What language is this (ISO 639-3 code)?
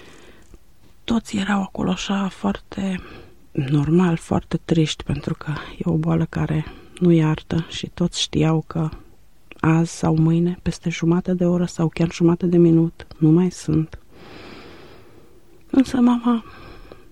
ron